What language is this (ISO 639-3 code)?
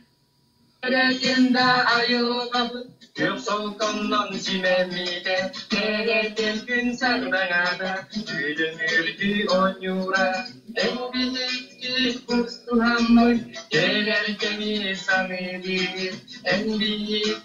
sah